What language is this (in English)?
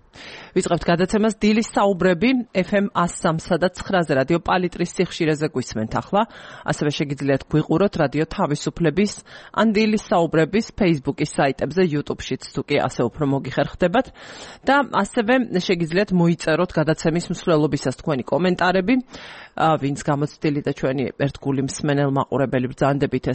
Georgian